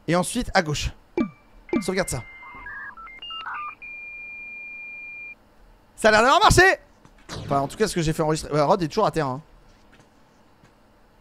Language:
French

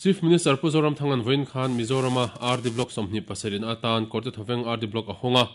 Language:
Mizo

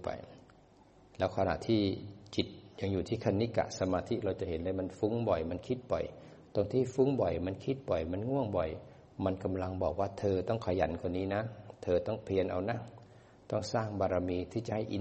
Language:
Thai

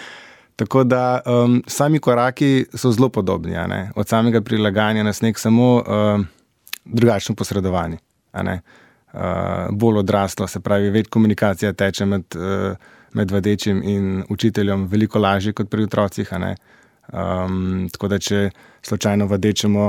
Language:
Slovenian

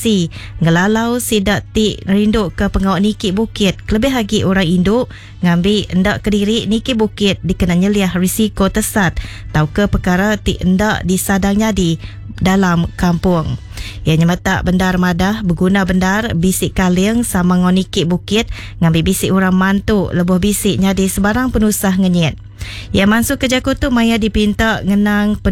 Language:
Iban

